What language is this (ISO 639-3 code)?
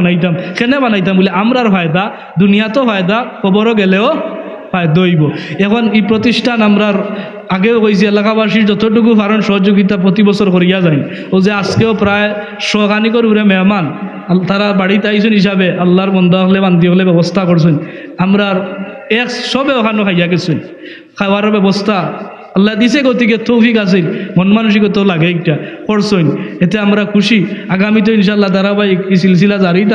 syl